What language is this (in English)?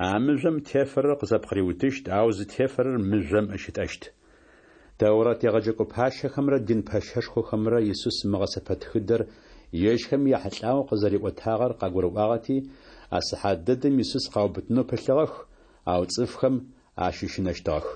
Adyghe